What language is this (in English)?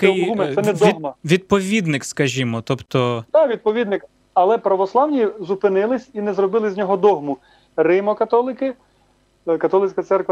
Ukrainian